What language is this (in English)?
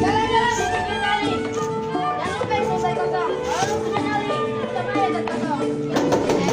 Betawi